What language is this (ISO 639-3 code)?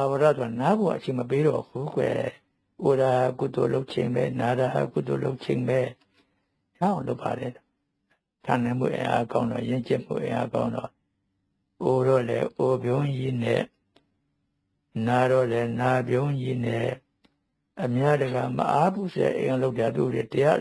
mya